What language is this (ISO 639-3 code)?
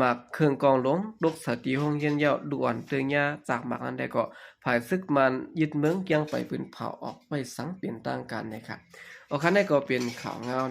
shn